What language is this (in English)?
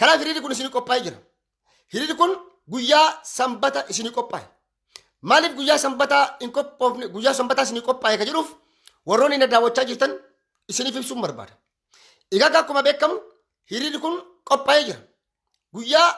Oromo